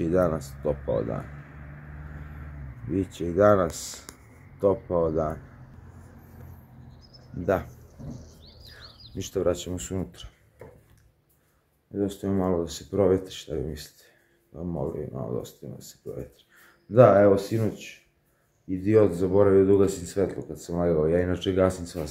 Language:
Serbian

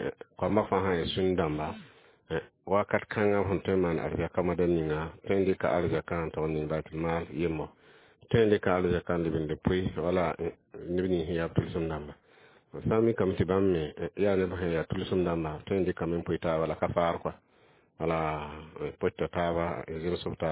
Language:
Mossi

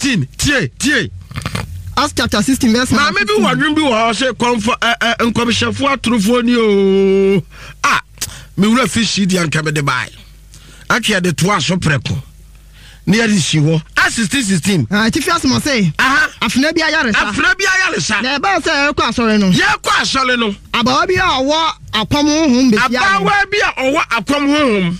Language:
Akan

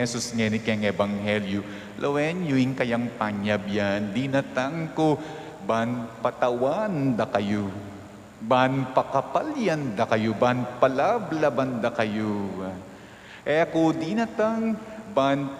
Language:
Pampanga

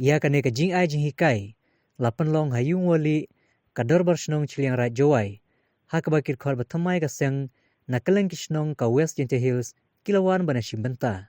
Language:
Khasi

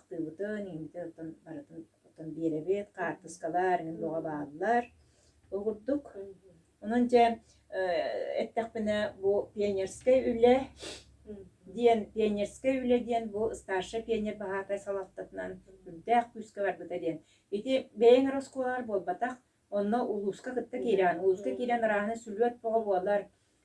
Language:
Yakut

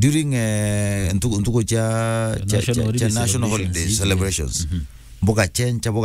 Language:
Meru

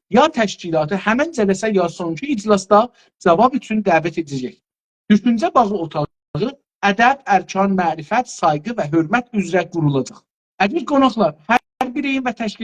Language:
South Azerbaijani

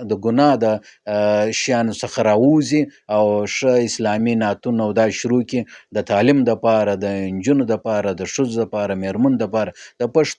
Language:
Pashto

